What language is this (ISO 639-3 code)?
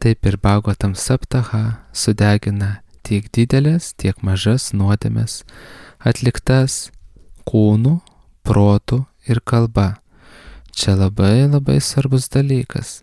lit